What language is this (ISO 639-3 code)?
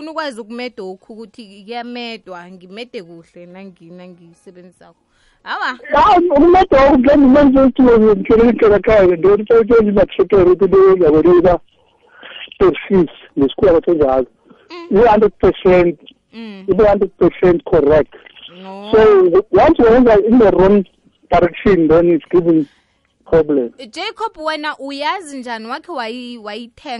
nbl